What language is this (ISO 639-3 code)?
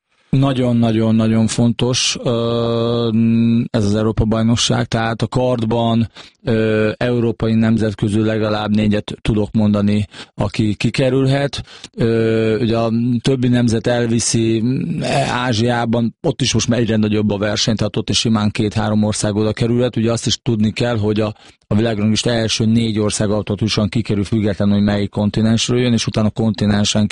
hun